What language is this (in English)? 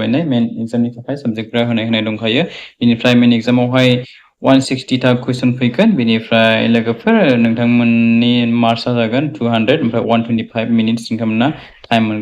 Bodo